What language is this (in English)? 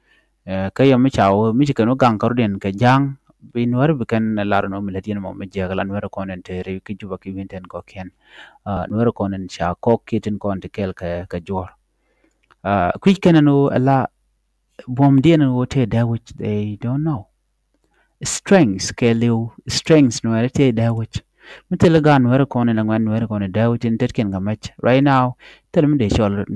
Nuer